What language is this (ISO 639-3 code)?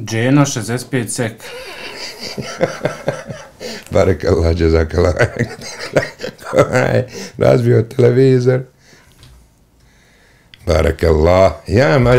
bos